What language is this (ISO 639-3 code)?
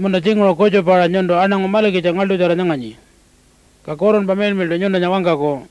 pjt